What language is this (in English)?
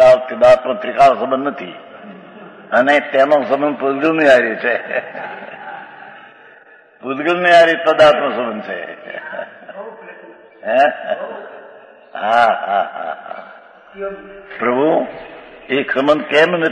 Gujarati